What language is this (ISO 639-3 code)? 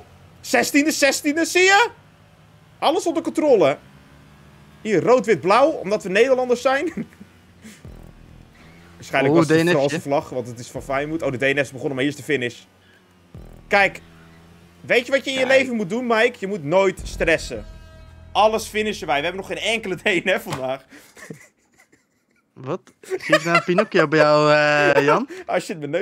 nld